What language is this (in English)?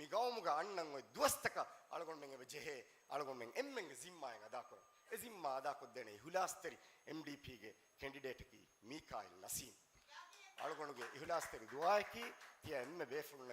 Divehi